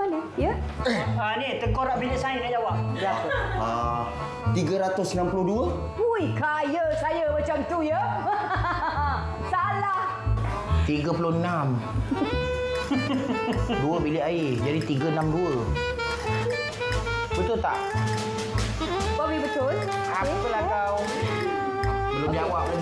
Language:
Malay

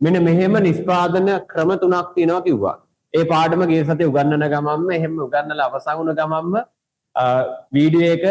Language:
Sinhala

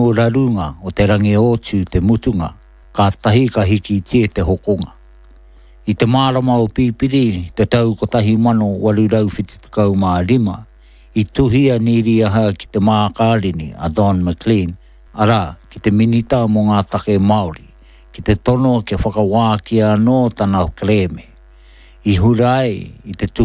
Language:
Māori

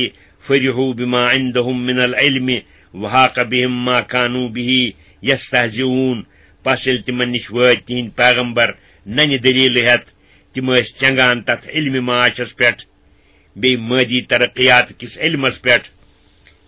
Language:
Kashmiri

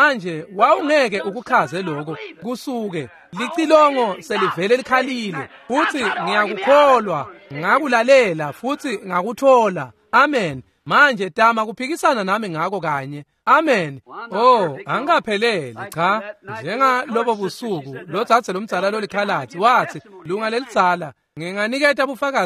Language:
Swati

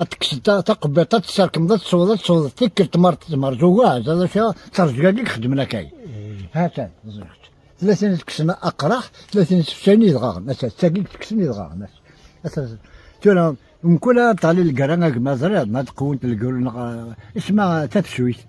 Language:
Kabyle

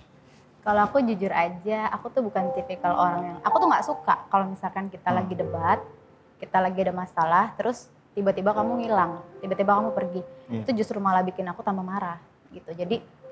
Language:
Indonesian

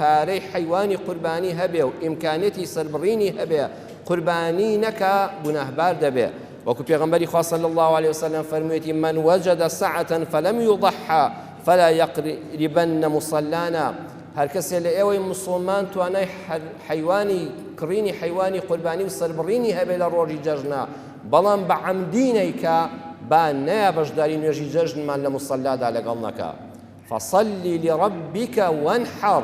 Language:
Central Kurdish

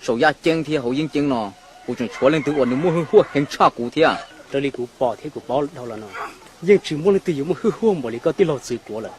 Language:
Hmong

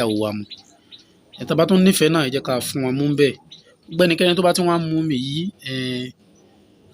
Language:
Yoruba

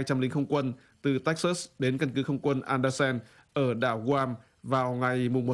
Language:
Vietnamese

